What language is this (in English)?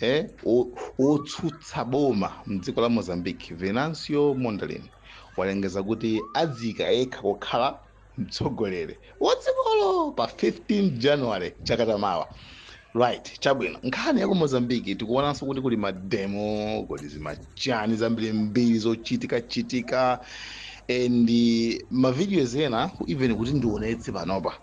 Nyanja